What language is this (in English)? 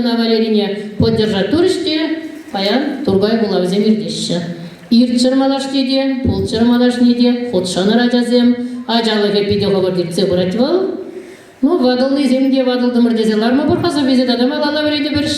Chuvash